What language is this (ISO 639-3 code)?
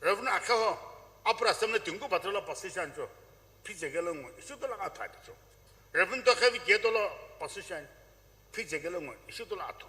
nsm